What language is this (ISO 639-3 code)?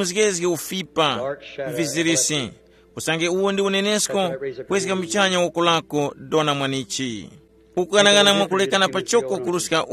tum